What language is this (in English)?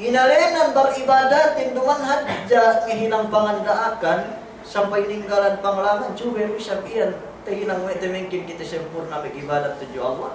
Yakan